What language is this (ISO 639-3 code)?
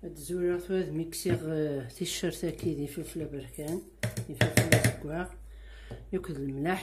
kab